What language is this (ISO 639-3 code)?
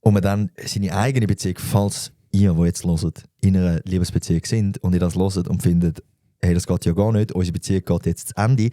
gsw